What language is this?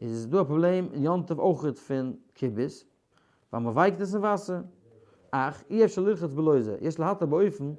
Yiddish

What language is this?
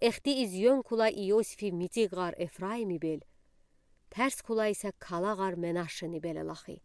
Udi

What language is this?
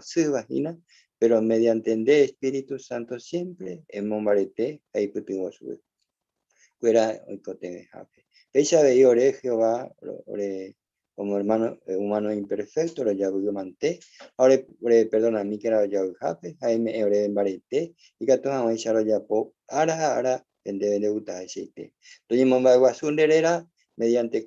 Guarani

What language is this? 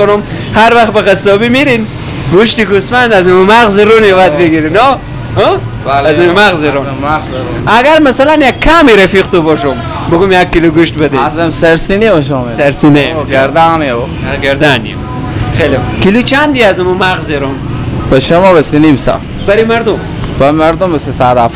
Persian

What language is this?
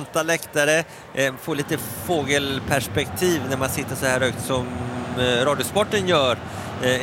Swedish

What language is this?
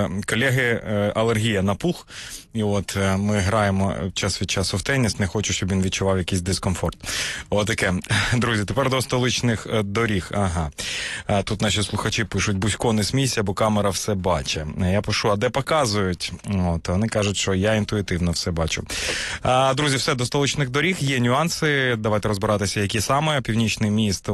Ukrainian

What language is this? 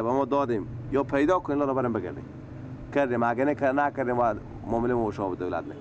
Persian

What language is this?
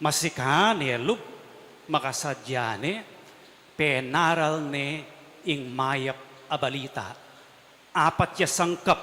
Pampanga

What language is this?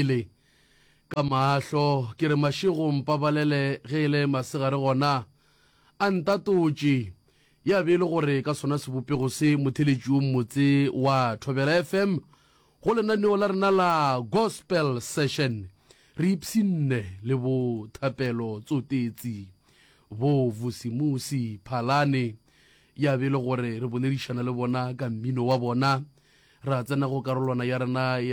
Northern Sotho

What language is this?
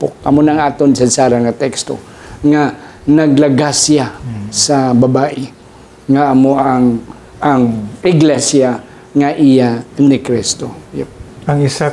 Hiligaynon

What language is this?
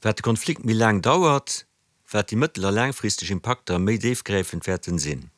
Luxembourgish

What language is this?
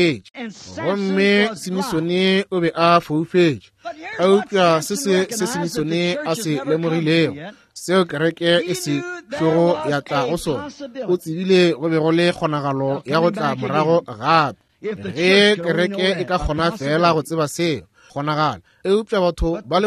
Northern Sotho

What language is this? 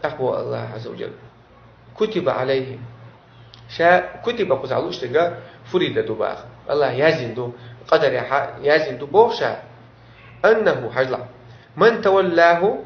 Chechen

